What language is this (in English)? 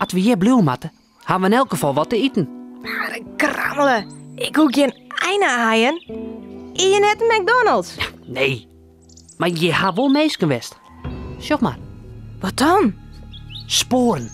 Western Frisian